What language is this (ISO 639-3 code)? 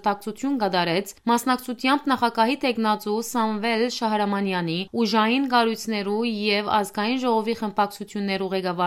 hyw